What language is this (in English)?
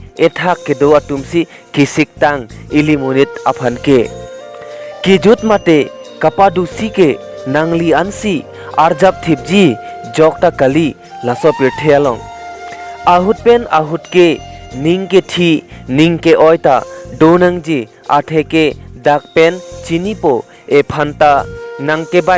Karbi